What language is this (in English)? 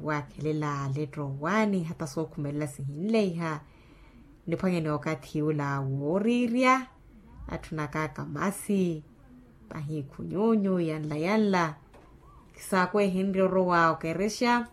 Makhuwa